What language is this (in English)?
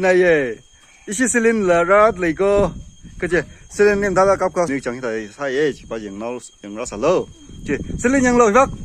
Tangkhul Naga (India)